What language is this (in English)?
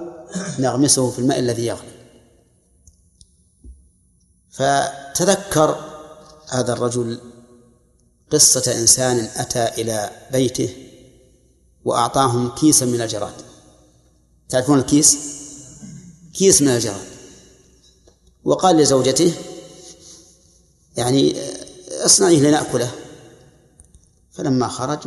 Arabic